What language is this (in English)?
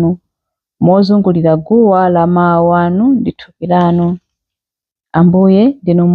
Nyanja